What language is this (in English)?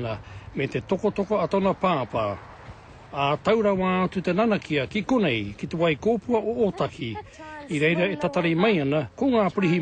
Māori